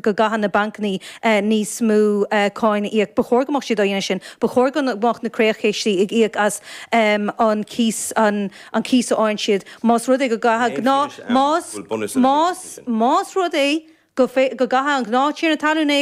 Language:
Irish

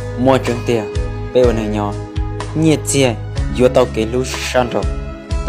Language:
Hmong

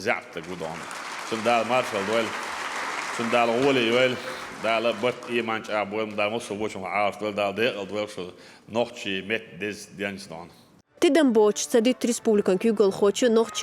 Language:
Chechen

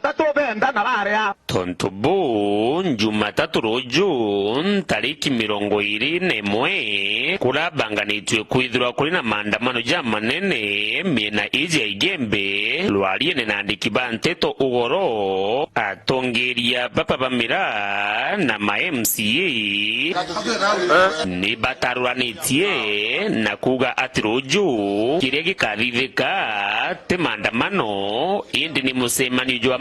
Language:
Meru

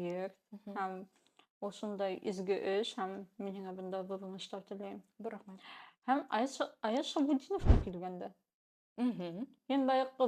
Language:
Bashkir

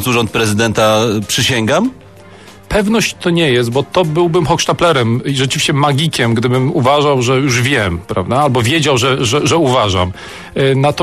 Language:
Polish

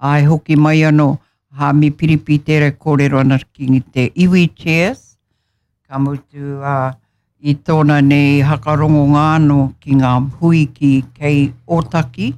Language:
Māori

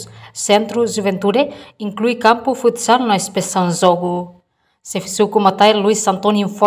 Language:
Tetum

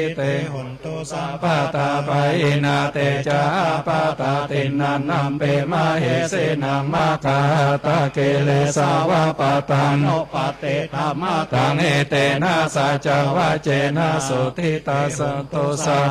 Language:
Pali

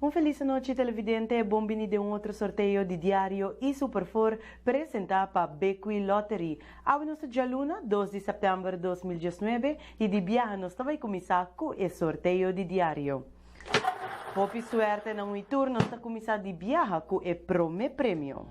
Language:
Papiamento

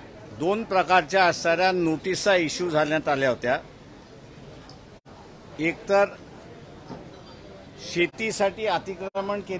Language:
Marathi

